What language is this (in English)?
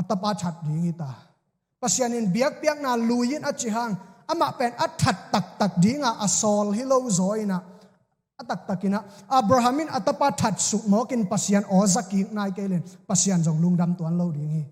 Tedim Chin